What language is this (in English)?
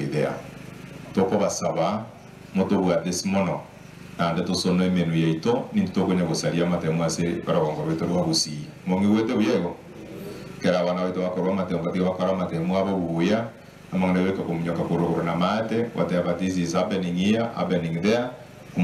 Gusii